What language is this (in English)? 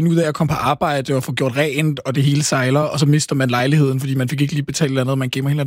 Danish